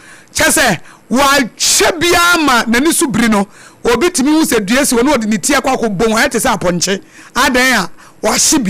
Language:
Akan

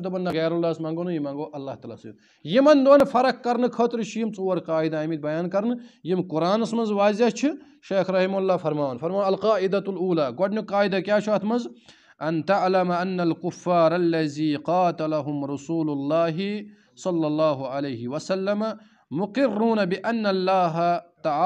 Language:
Kashmiri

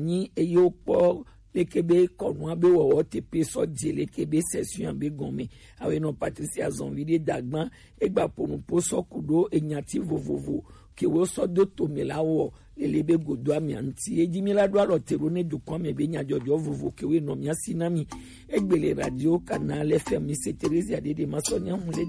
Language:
Gen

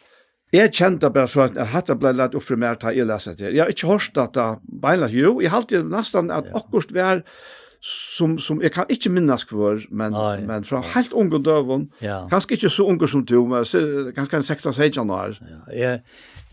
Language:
Faroese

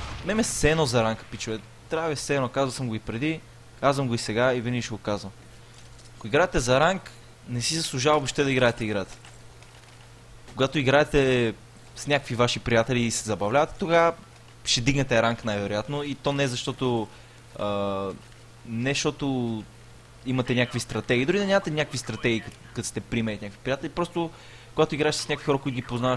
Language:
Bulgarian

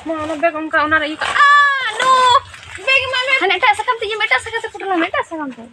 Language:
Santali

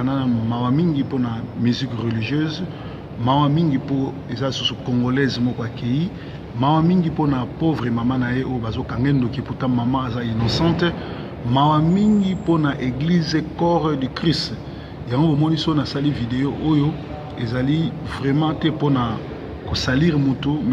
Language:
Lingala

